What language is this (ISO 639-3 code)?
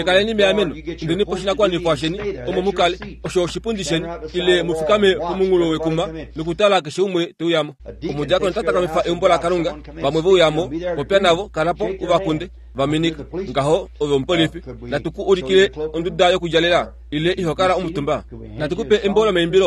kua